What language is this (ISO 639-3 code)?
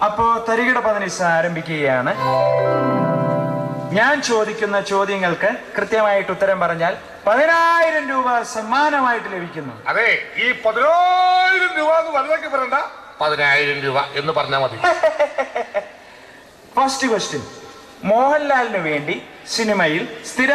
mal